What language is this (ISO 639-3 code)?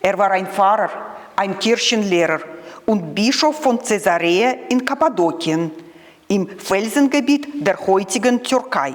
gsw